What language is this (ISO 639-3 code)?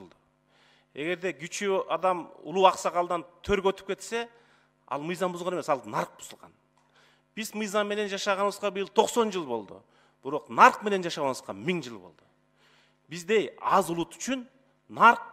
kir